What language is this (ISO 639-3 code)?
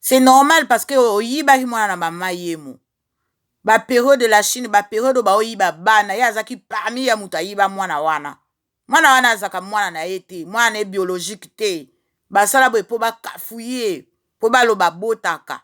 lin